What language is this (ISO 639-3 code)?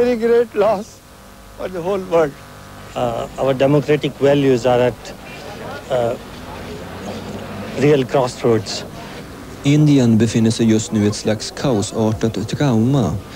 swe